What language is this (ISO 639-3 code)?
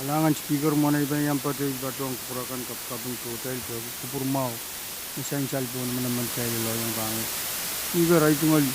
pon